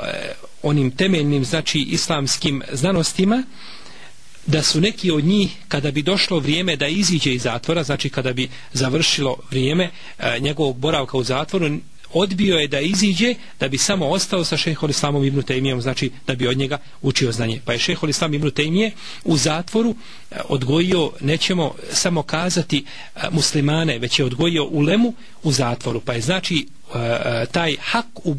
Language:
Bosnian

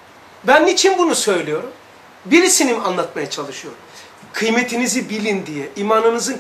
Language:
Turkish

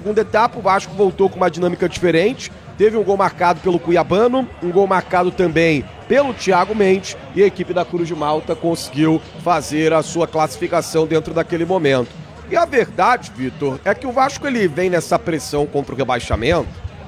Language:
Portuguese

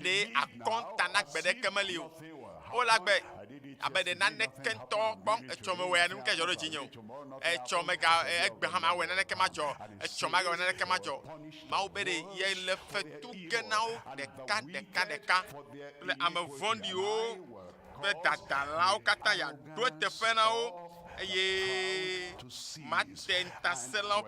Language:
Ewe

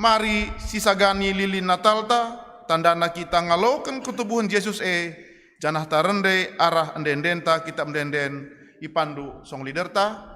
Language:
Batak Karo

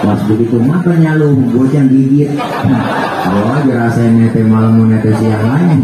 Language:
Betawi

